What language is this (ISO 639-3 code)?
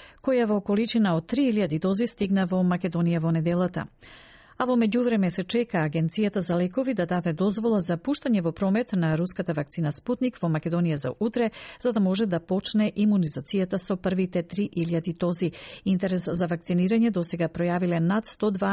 mkd